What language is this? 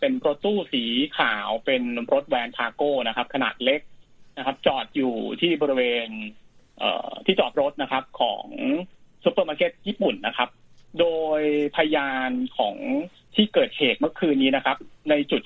Thai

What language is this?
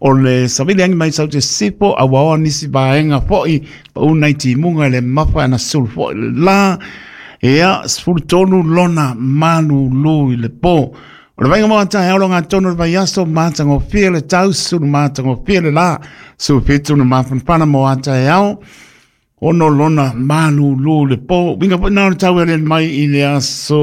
Samoan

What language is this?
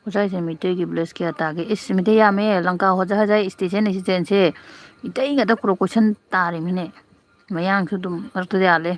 Manipuri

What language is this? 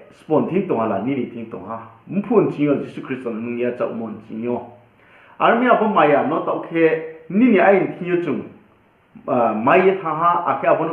Riang (India)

